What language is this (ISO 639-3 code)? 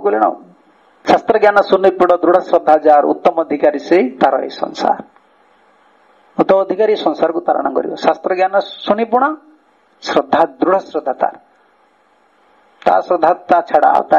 ori